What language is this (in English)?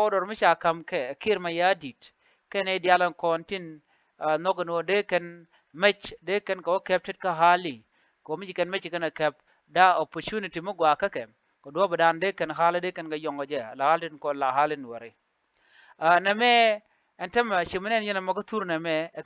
Nuer